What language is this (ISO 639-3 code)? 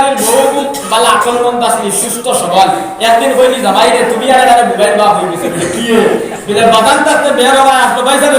syl